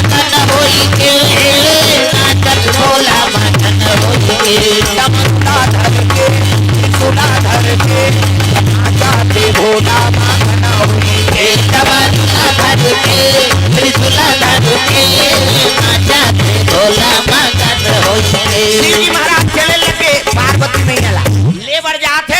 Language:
Chhattisgarhi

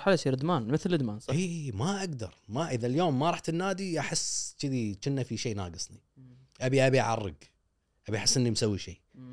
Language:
Gulf Arabic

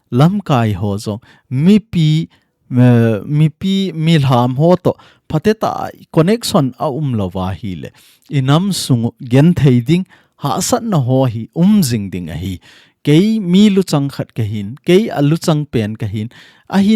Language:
Thado Chin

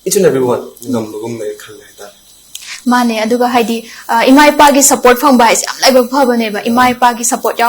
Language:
Manipuri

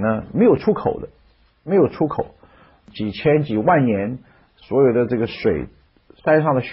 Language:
Chinese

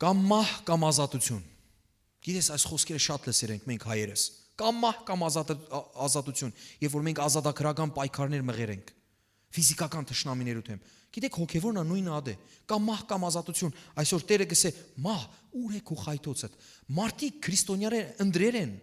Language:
Western Armenian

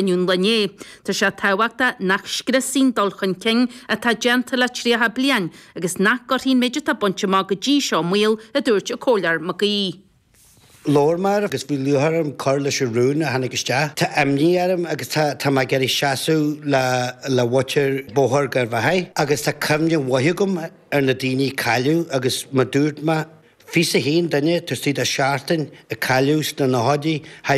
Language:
Irish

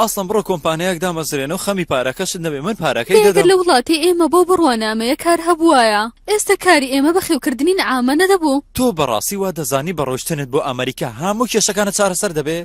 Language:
Central Kurdish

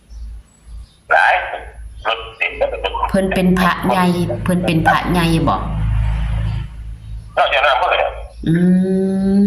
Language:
Northeastern Thai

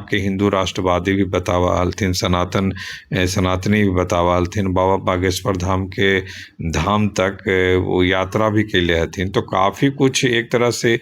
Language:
Magahi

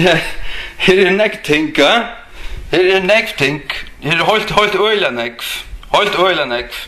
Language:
Faroese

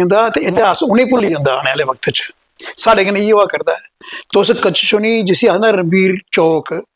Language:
Dogri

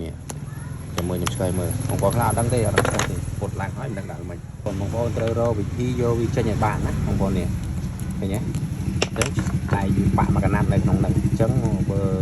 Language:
Khmer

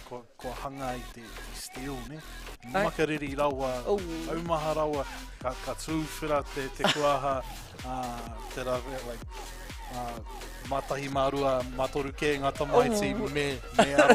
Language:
Māori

